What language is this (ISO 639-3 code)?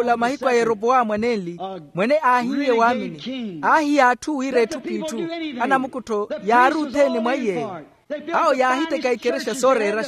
vmw